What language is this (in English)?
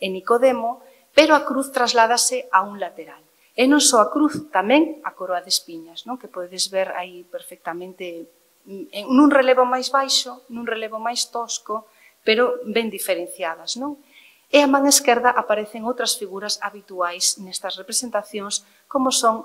Galician